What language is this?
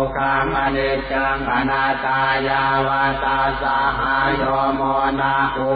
Pali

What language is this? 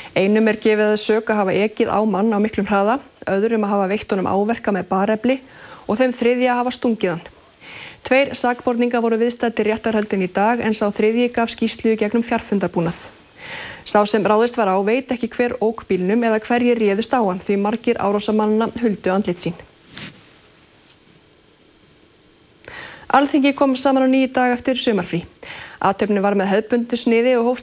Icelandic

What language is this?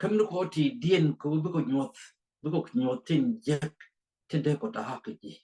Nuer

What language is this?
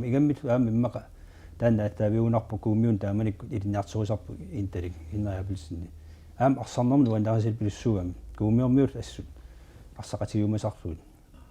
Kalaallisut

